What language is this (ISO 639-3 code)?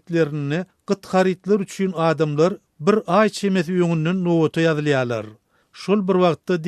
tuk